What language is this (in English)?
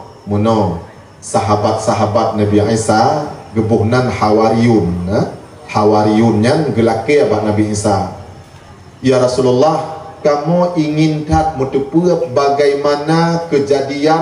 Achinese